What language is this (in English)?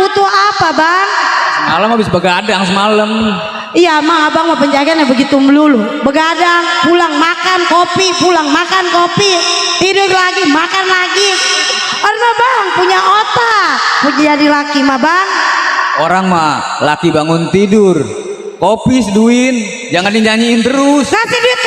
Betawi